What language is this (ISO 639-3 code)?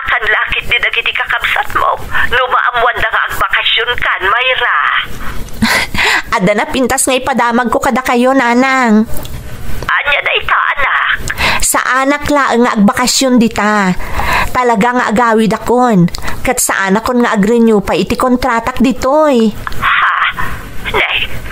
ilo